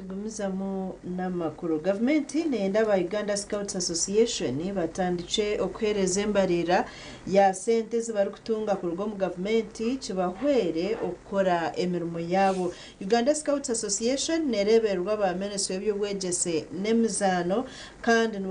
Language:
Nyankole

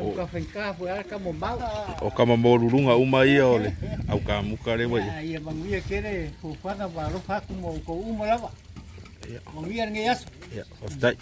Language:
Samoan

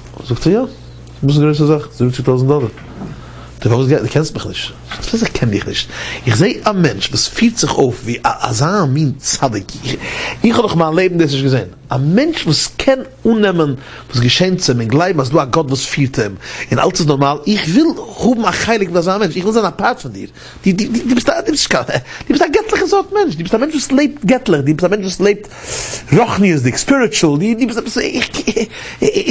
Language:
Yiddish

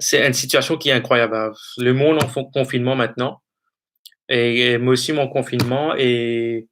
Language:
Morisyen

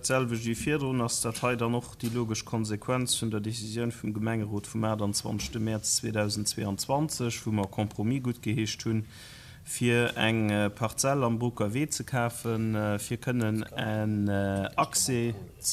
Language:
Luxembourgish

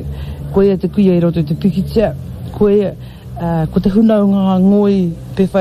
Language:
Māori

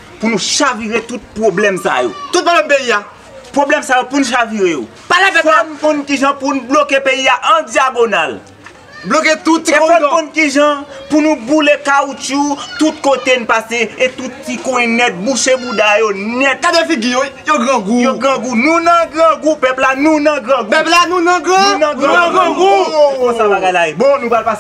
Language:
Haitian Creole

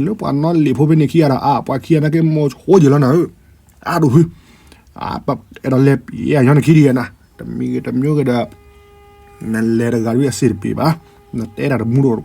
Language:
S'gaw Karen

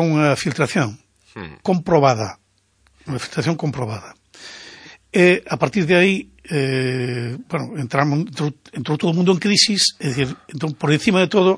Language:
Galician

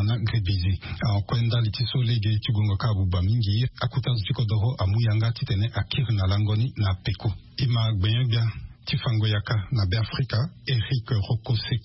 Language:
Sango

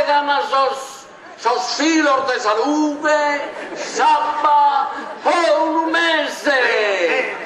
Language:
Sardinian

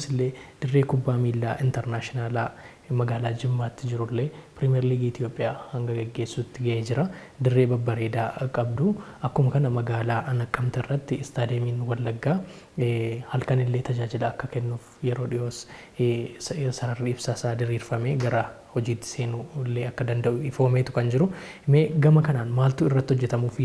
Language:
Oromo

